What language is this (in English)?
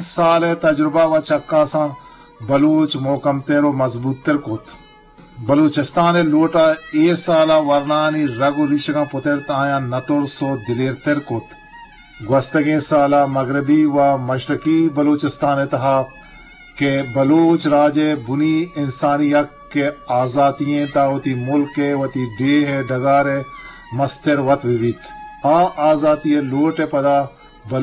Eastern Balochi